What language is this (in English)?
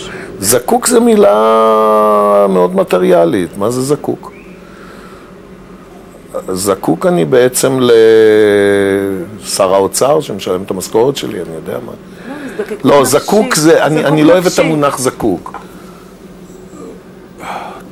Hebrew